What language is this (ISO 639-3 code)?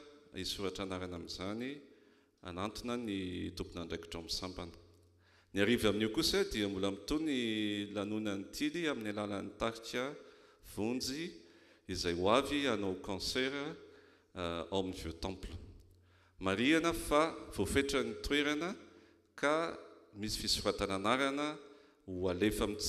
mlg